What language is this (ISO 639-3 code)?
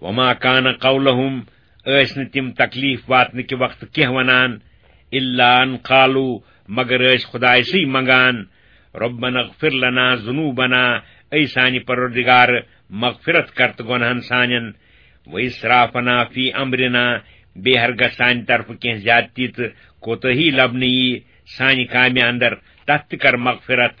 kas